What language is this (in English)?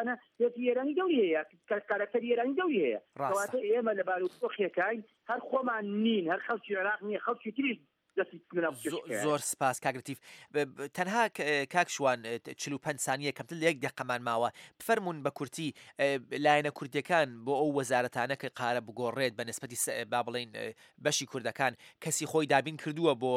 Central Kurdish